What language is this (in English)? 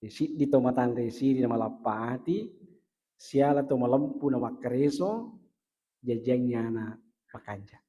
Buginese